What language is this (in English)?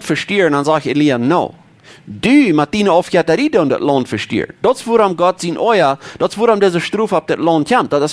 Plautdietsch